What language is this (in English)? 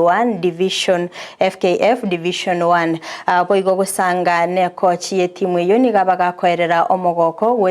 Gusii